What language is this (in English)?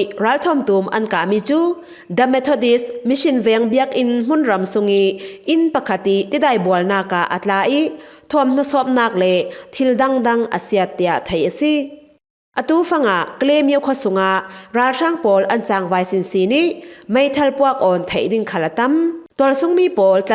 Falam Chin